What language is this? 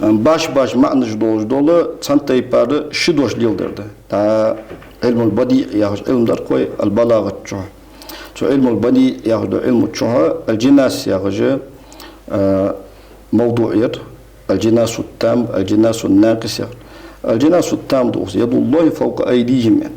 Ingush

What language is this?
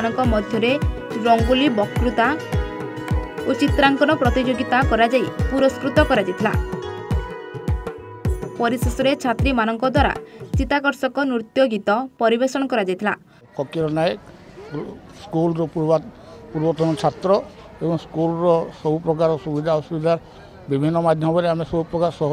Odia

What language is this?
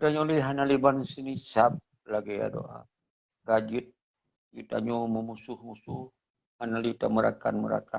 Achinese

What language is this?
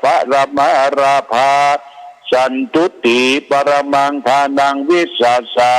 Pali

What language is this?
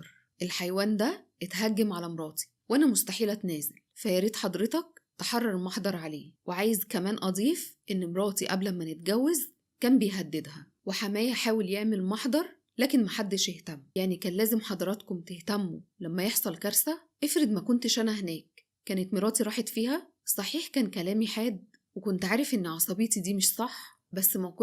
Egyptian Arabic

